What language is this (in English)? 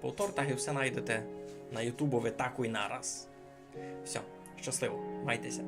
Rusyn